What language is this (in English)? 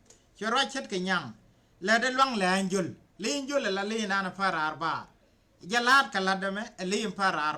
Nuer